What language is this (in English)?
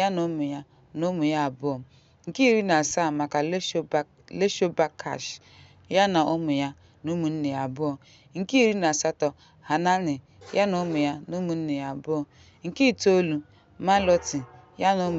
Igbo